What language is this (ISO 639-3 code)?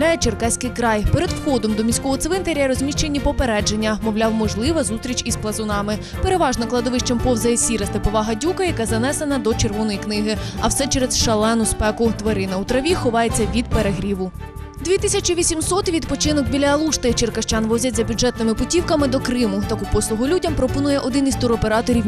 ukr